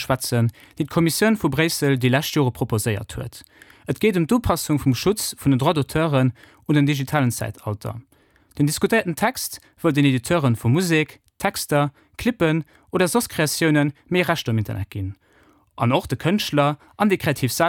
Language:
Luxembourgish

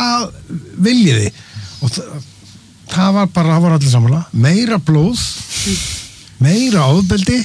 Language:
Icelandic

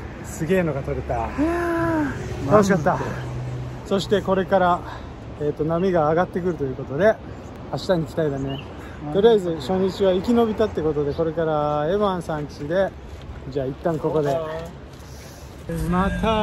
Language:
Japanese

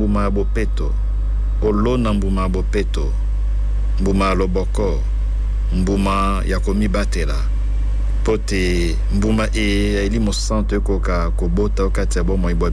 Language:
Lingala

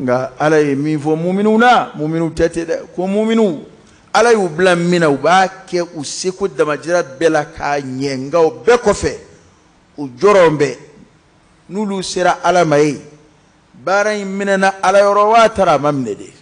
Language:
Bambara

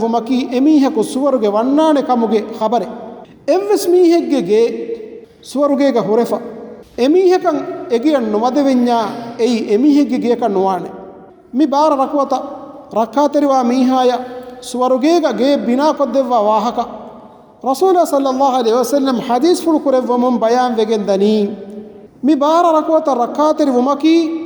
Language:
Divehi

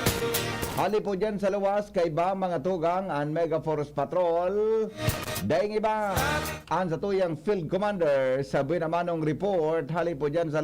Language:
Bikol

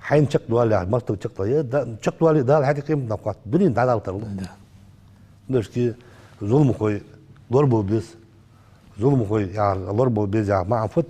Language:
Ingush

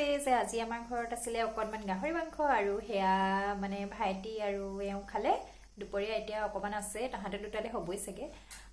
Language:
Assamese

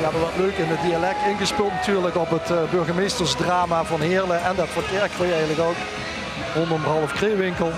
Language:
Limburgish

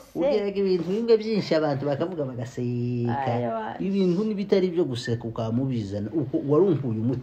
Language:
Kinyarwanda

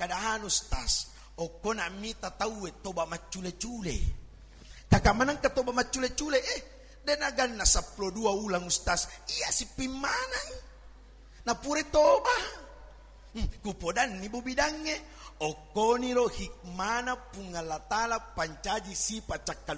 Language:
Buginese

